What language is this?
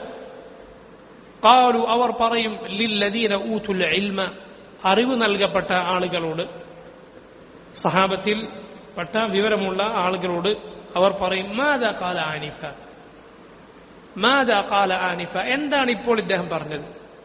Malayalam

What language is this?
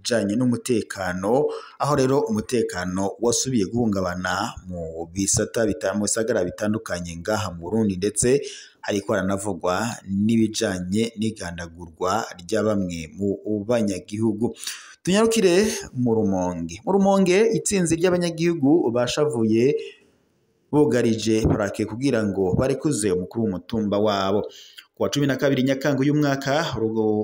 Rundi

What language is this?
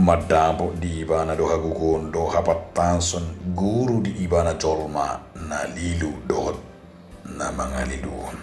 Batak Toba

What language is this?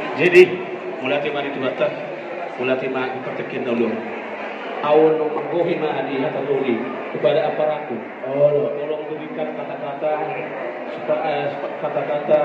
Batak Toba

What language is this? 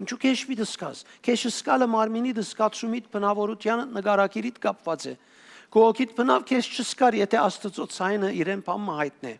Western Armenian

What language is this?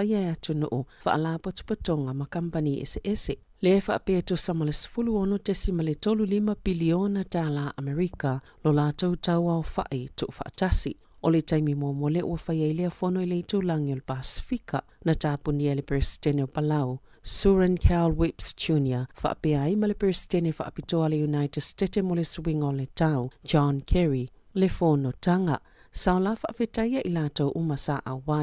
Samoan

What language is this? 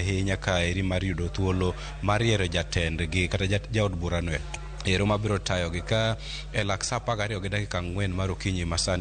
Luo (Kenya and Tanzania)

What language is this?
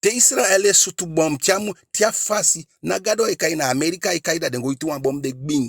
Eastern Maroon Creole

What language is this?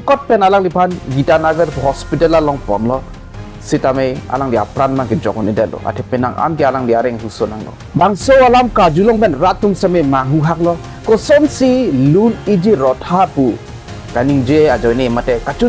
Karbi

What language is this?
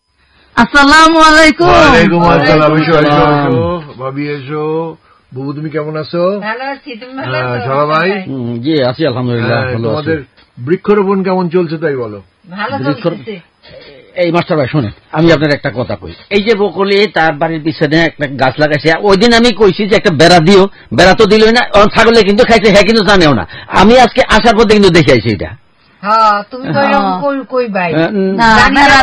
Bangla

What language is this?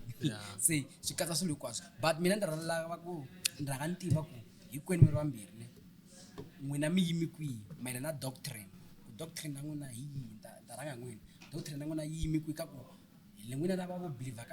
Tsonga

